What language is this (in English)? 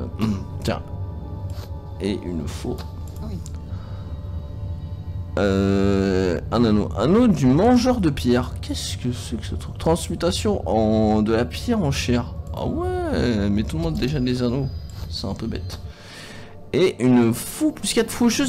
French